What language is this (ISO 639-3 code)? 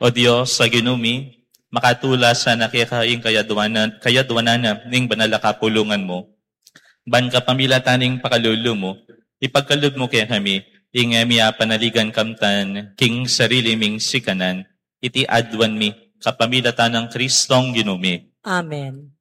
pam